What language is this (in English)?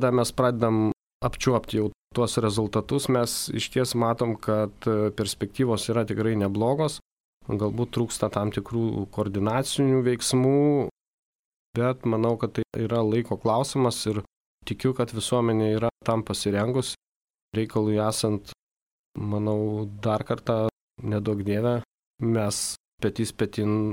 Lithuanian